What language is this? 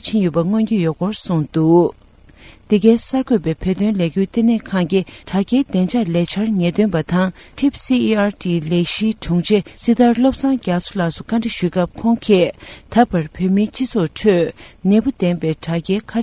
Tibetan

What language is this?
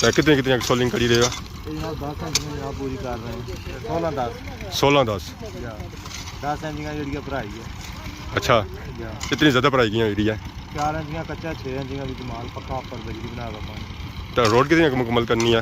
Pahari-Potwari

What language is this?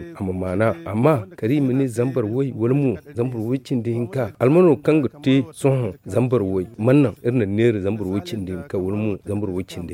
Zarma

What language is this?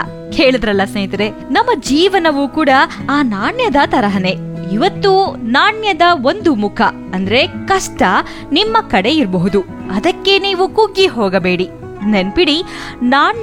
Kannada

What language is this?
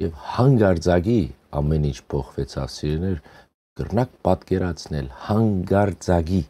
Western Armenian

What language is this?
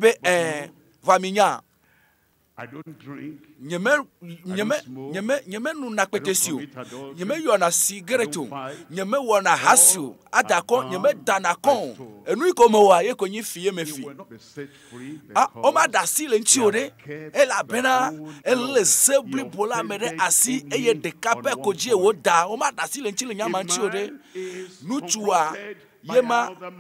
Ewe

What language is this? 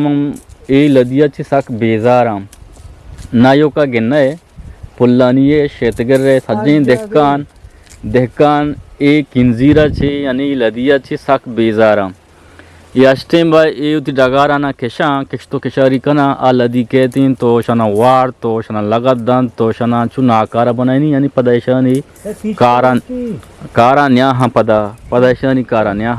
Eastern Balochi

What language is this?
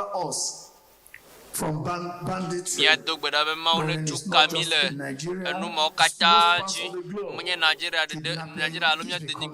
Ewe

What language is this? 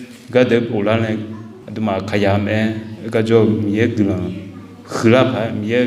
Akha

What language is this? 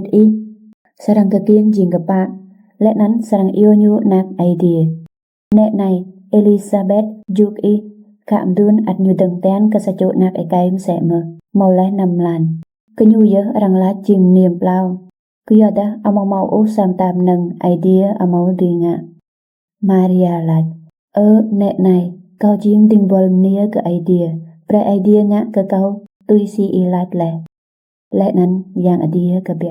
Rade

